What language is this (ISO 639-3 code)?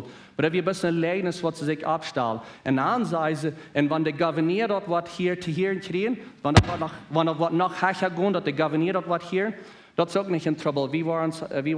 pdt